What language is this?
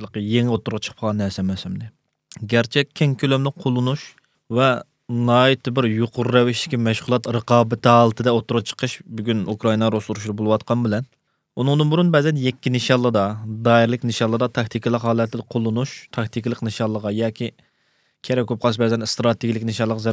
Uyghur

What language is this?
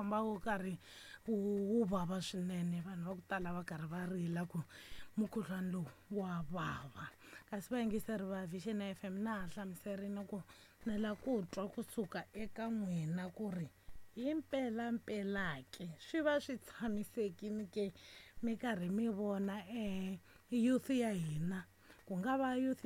Tsonga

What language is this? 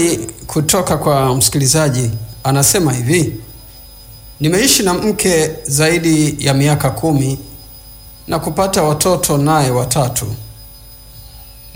Swahili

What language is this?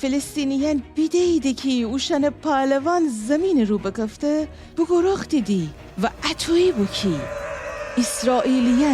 Gilaki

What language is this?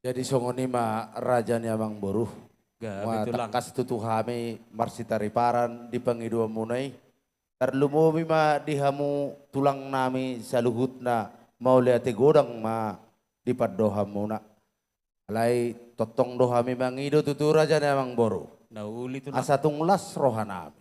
Batak Toba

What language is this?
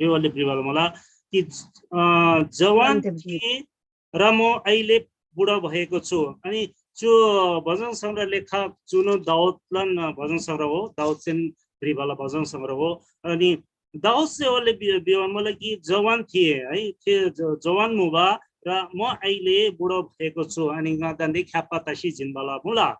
Eastern Tamang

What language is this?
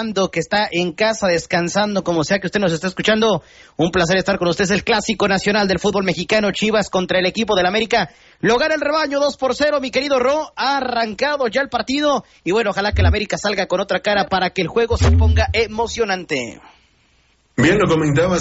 Spanish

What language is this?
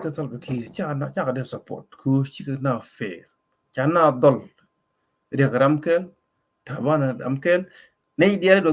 Nuer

